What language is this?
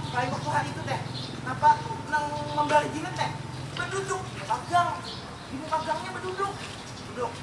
Banjar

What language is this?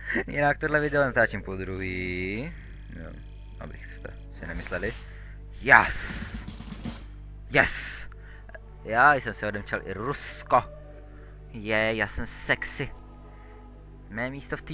Czech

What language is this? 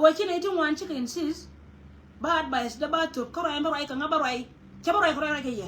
Nuer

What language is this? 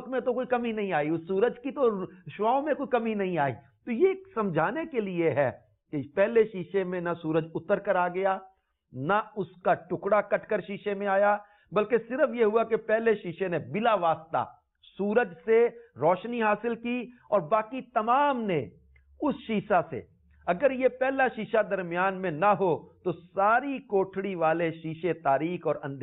Urdu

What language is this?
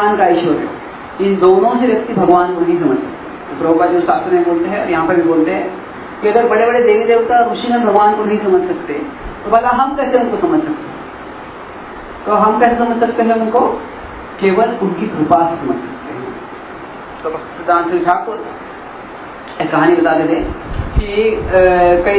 Hindi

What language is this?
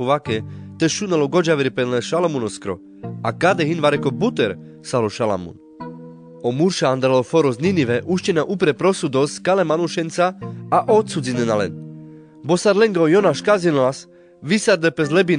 Carpathian Romani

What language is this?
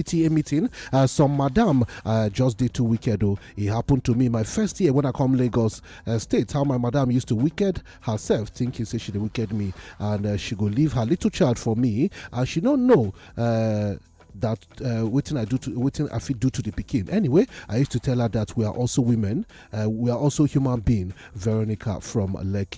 Nigerian Pidgin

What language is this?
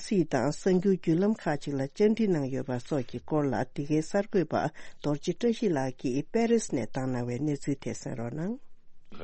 Tibetan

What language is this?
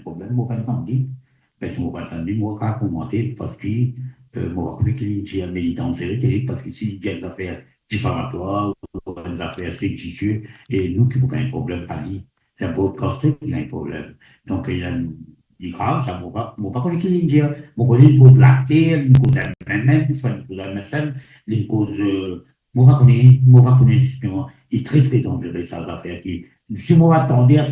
Morisyen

